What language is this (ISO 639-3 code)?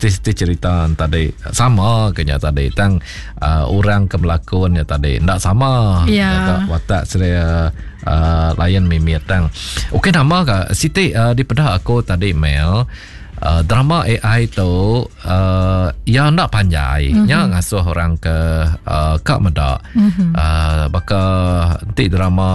iba